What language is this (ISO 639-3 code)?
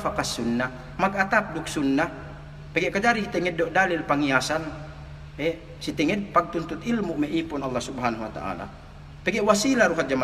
yka